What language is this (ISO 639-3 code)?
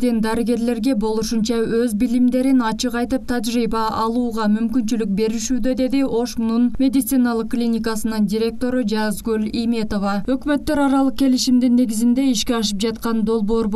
kir